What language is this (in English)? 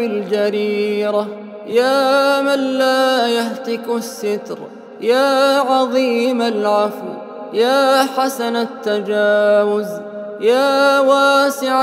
Arabic